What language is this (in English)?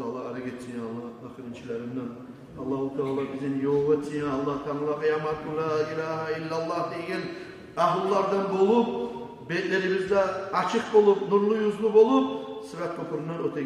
Kumyk